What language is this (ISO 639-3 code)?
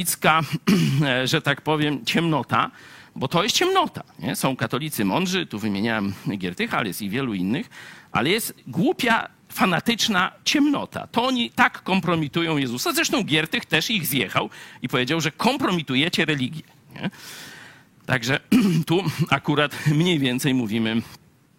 pol